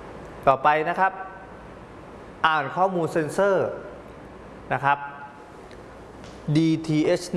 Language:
Thai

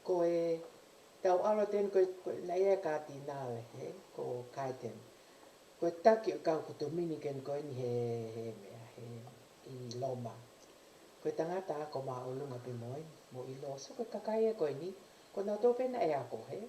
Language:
Tongan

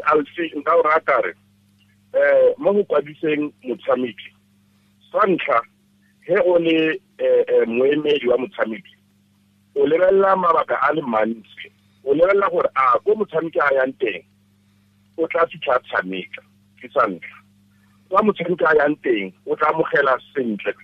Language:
Tswana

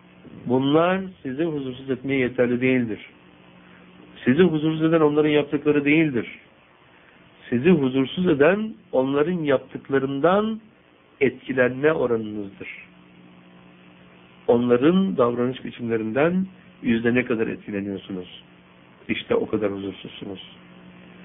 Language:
Turkish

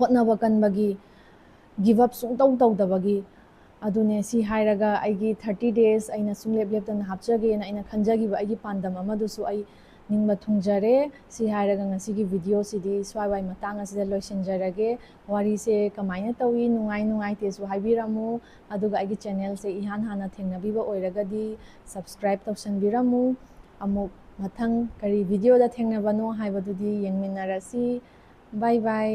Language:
Manipuri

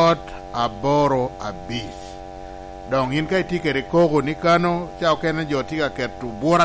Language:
Lango (Uganda)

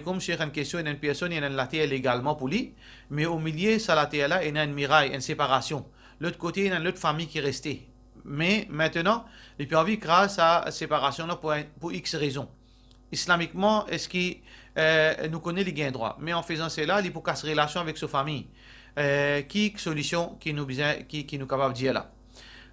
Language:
Morisyen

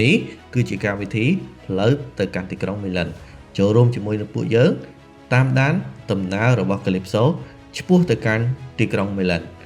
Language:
Khmer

